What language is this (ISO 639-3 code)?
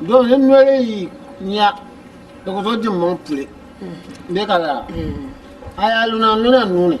dag